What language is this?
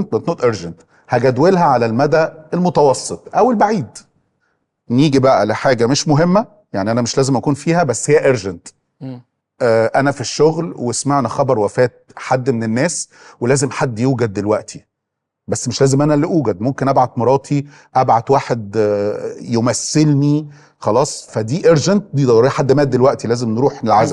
Egyptian Arabic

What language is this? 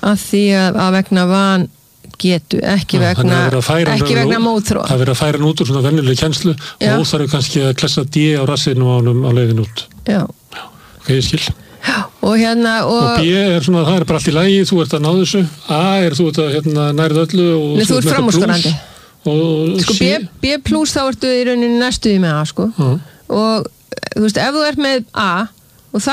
Icelandic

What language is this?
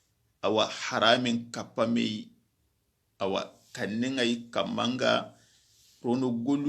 Soninke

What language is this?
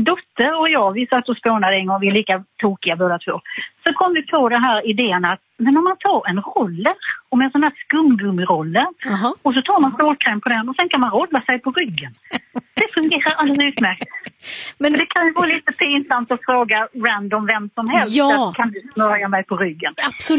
Swedish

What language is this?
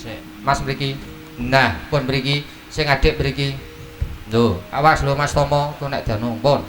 Javanese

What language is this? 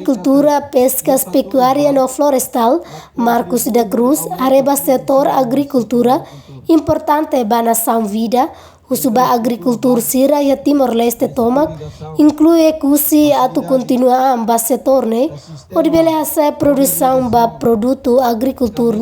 Tetum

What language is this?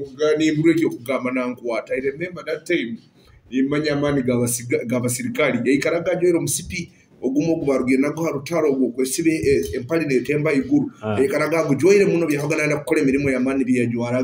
Nyoro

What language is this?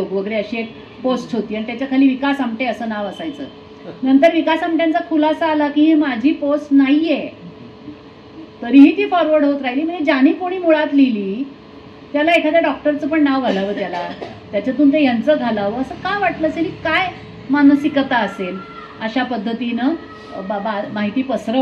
Marathi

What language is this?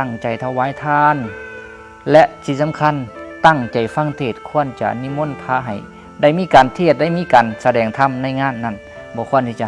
Lao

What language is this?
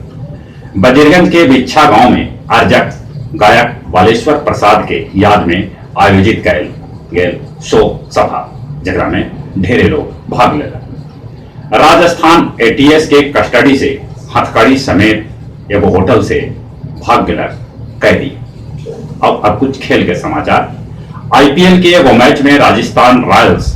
Magahi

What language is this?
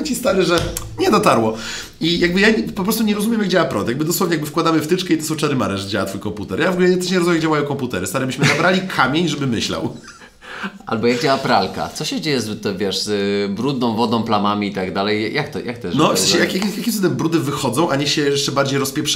Polish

